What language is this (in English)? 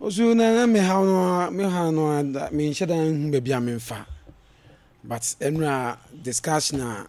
Akan